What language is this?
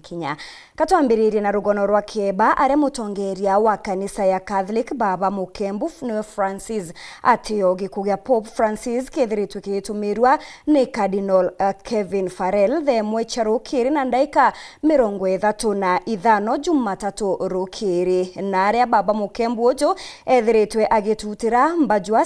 Meru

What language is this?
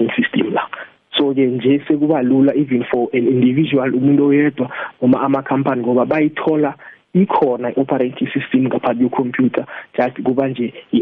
South Ndebele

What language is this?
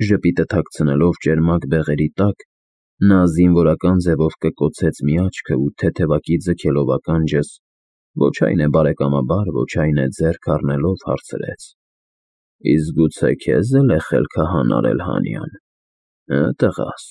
Armenian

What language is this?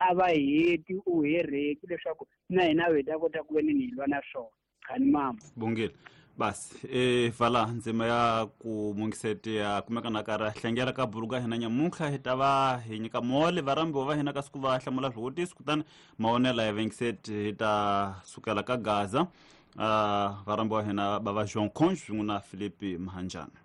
Tsonga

